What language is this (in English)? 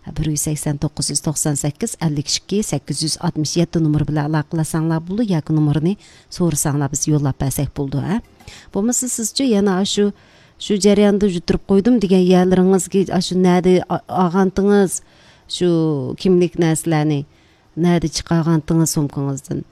Uyghur